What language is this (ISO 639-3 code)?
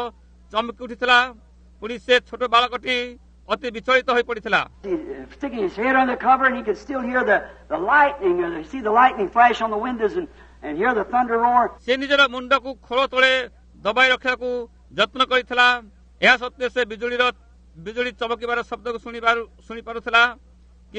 ori